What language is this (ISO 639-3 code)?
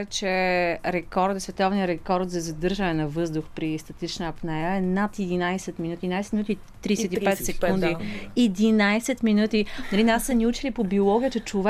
bul